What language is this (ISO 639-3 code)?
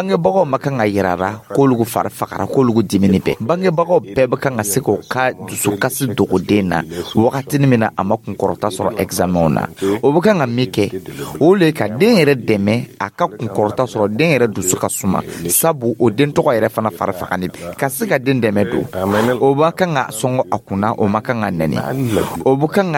dyu